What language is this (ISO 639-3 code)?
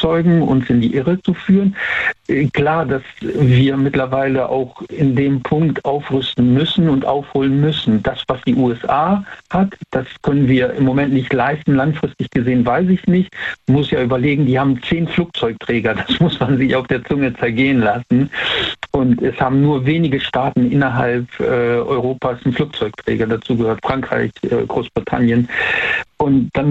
deu